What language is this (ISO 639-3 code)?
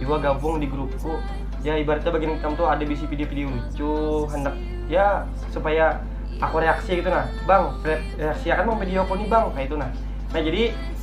bjn